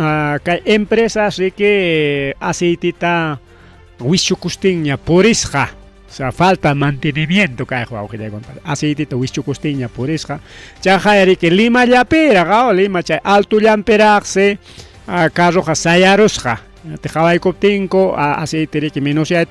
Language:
Ayacucho Quechua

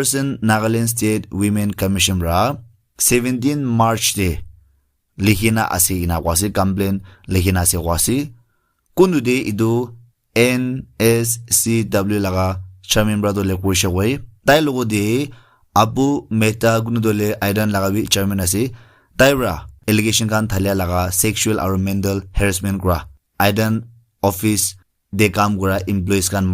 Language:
Naga Pidgin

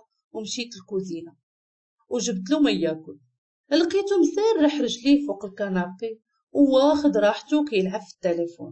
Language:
Moroccan Arabic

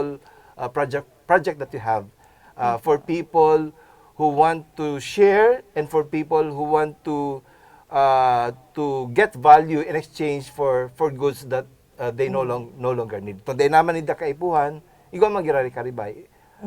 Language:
Bikol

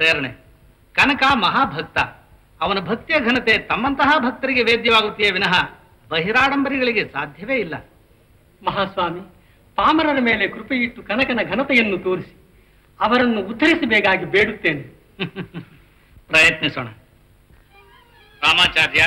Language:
Kannada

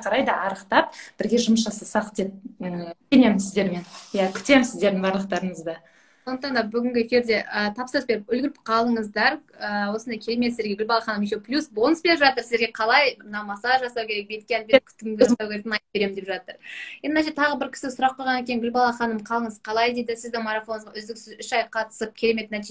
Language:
Kazakh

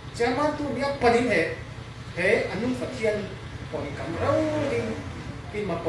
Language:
Falam Chin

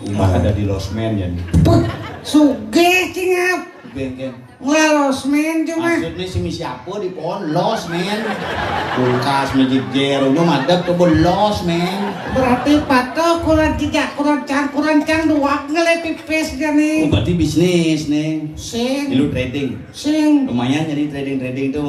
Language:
Balinese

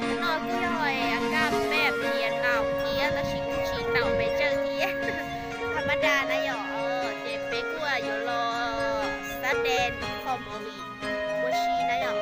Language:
Hmong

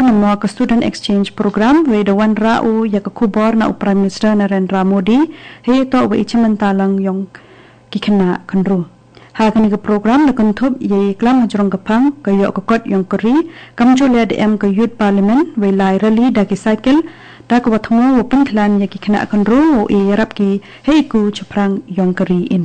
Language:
Khasi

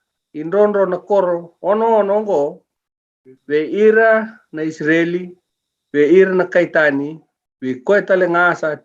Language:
Fijian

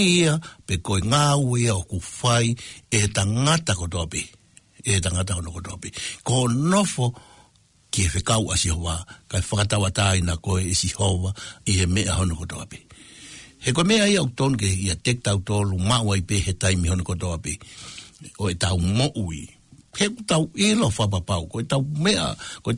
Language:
Tongan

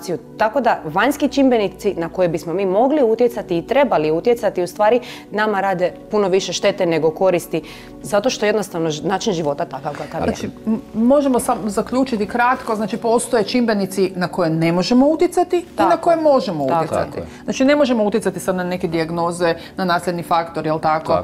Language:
Croatian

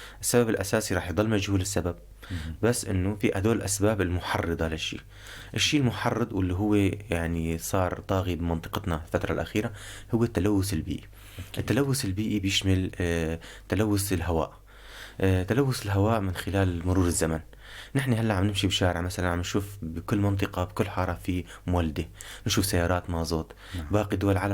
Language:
North Levantine Arabic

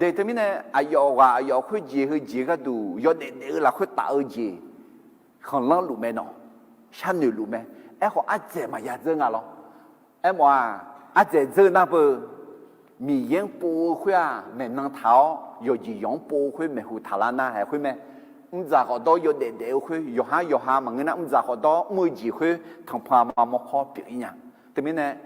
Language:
Akha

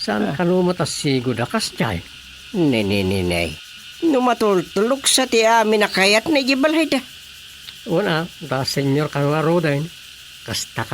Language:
Iloko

